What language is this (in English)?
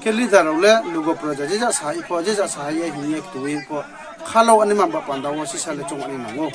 Riang (India)